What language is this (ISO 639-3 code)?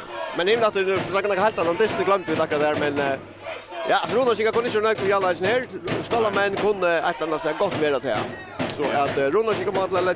fao